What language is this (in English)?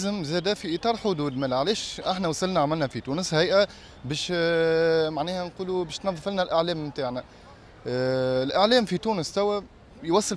Tunisian Arabic